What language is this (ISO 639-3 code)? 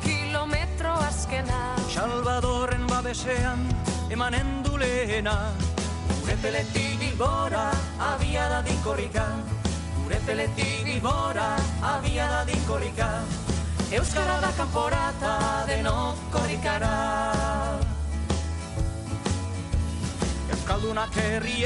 eus